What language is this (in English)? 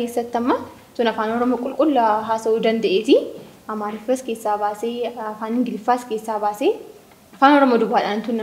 Oromo